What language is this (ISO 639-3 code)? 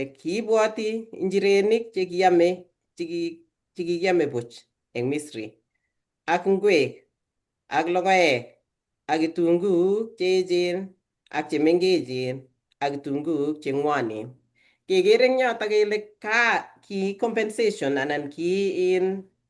kln